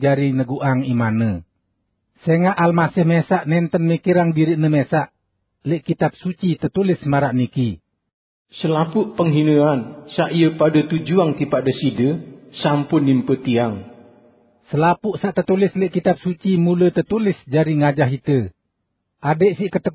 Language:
Sasak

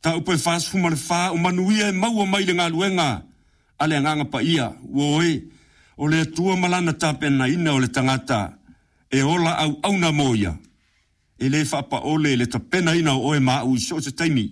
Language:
Samoan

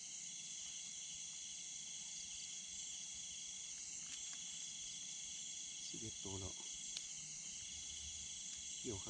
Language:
Thai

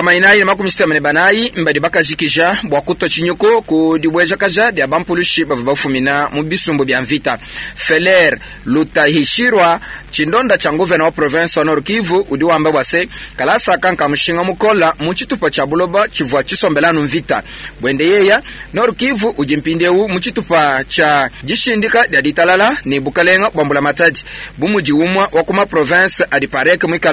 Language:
Luba-Lulua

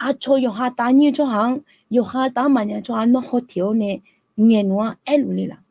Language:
Akha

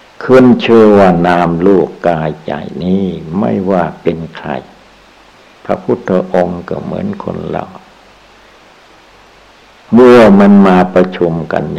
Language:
Thai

